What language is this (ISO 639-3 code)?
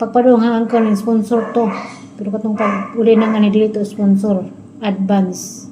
ceb